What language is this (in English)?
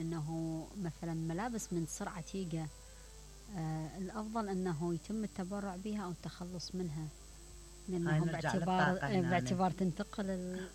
Mesopotamian Arabic